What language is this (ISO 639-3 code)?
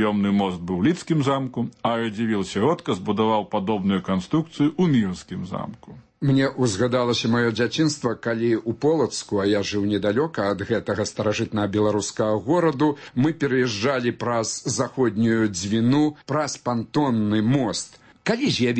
bel